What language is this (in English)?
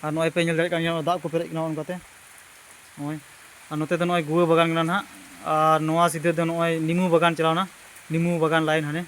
Santali